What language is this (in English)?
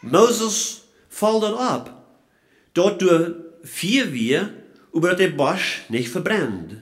Plautdietsch